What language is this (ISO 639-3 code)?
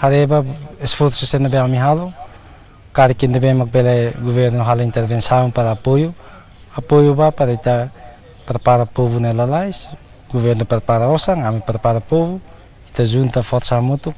tet